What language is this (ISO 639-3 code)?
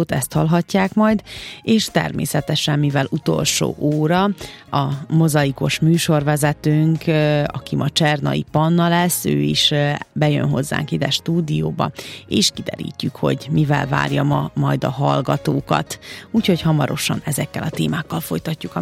hun